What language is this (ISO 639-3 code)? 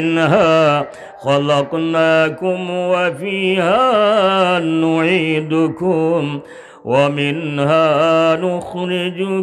syl